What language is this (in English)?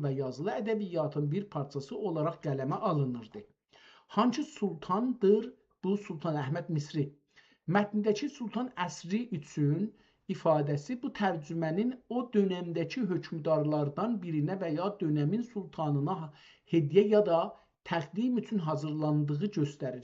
South Azerbaijani